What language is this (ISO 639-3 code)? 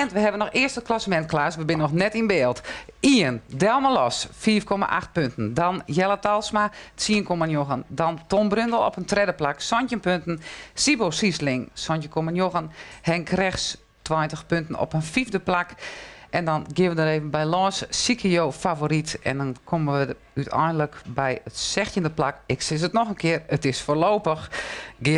fry